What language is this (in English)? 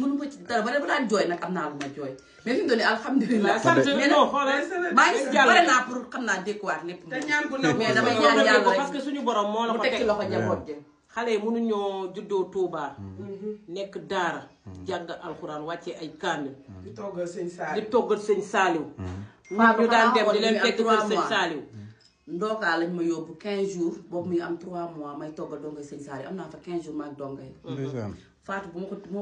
Wolof